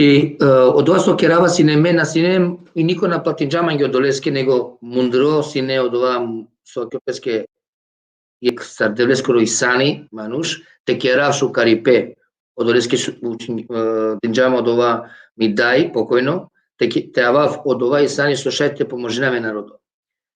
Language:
Balkan Romani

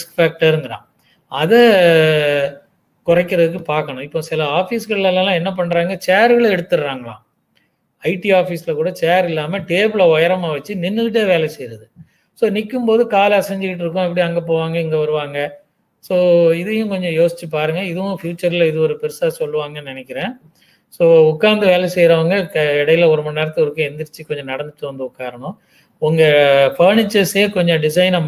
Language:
Tamil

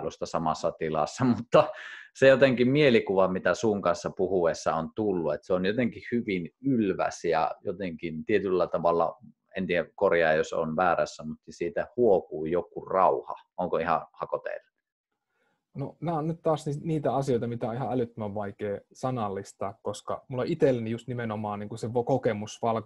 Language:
Finnish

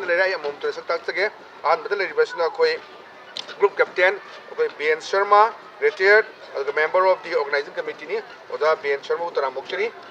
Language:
Manipuri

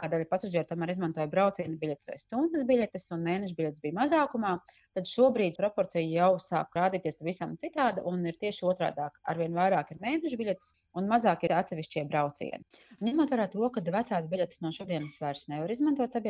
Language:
Latvian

